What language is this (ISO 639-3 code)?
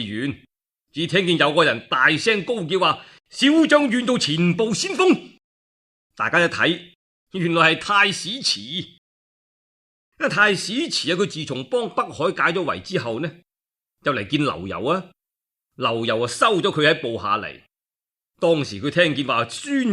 yue